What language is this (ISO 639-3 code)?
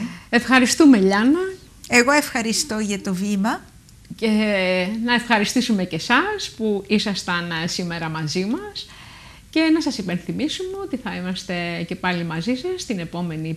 ell